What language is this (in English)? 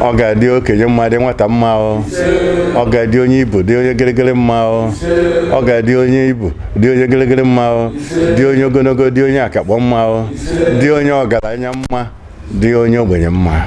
Igbo